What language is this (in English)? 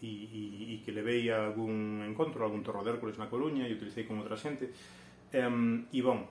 Galician